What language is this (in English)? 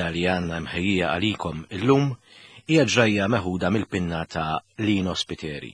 Maltese